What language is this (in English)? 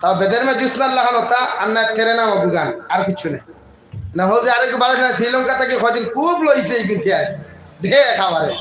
Sylheti